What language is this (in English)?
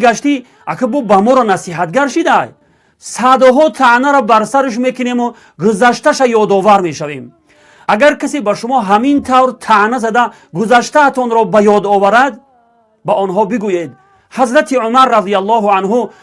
Tajik